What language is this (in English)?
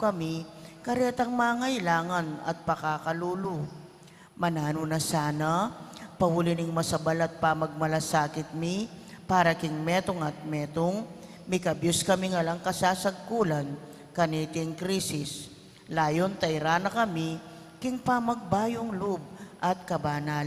Pampanga